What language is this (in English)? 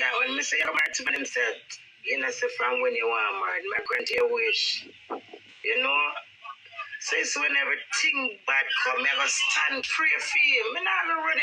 Jamaican Creole English